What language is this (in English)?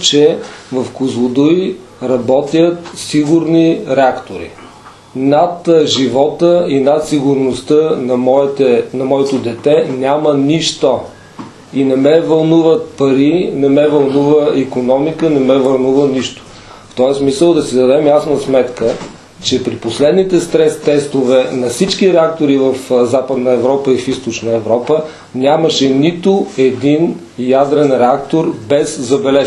Bulgarian